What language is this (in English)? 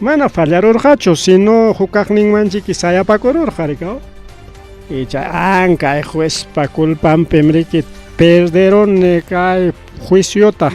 Ayacucho Quechua